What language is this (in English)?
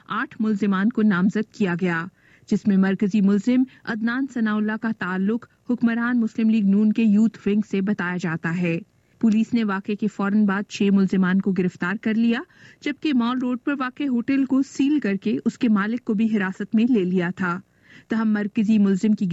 Urdu